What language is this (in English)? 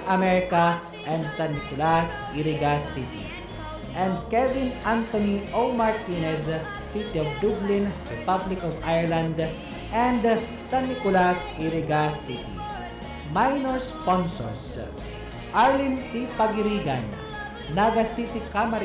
Bikol